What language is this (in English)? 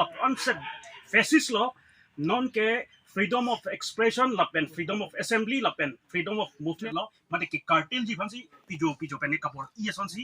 Karbi